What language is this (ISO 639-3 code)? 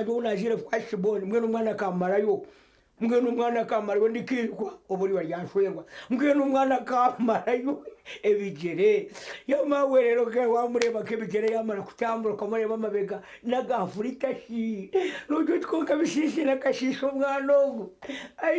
nyn